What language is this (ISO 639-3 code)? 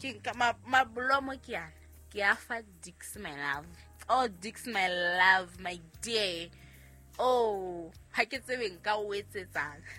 sot